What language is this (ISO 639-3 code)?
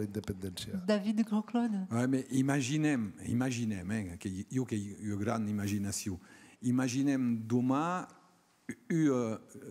oci